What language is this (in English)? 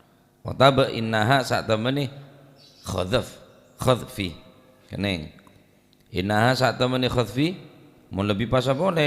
Madurese